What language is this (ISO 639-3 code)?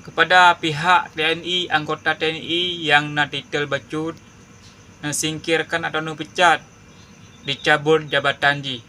ace